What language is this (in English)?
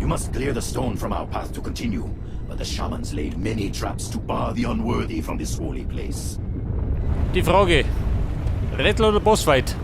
Bavarian